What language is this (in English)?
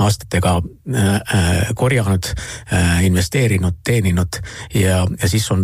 Estonian